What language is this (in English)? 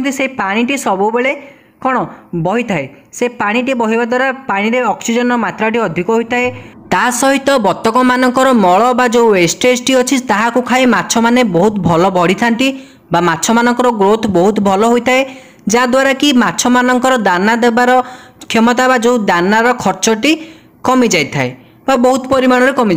Odia